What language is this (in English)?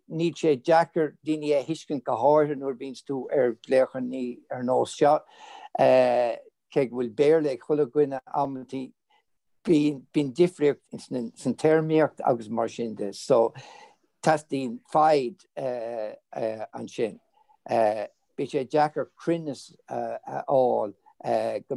Irish